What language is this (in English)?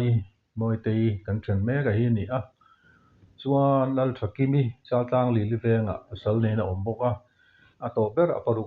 Mizo